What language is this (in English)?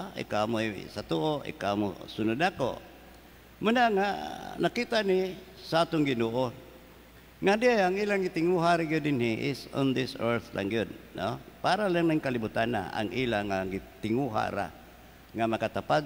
Cebuano